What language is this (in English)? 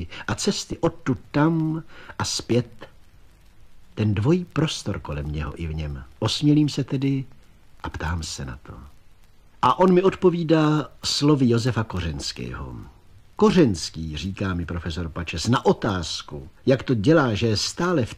Czech